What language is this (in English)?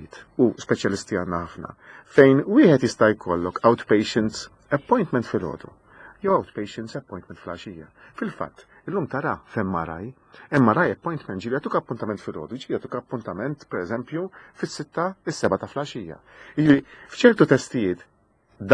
Maltese